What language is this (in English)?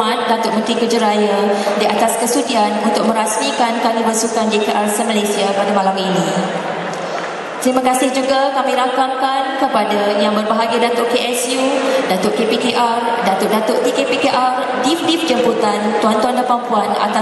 Malay